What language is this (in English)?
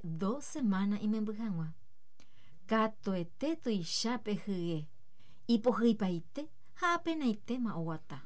Guarani